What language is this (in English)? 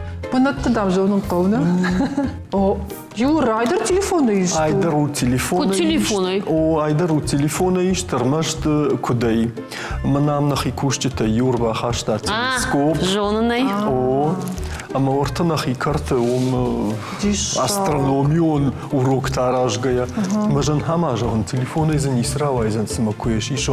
Ossetic